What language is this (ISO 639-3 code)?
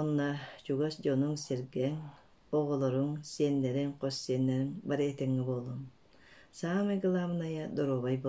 sah